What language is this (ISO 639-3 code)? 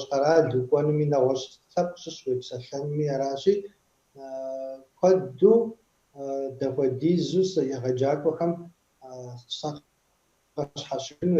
kbd